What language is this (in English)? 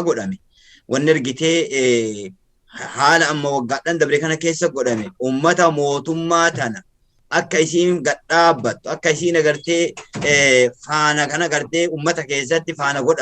Oromo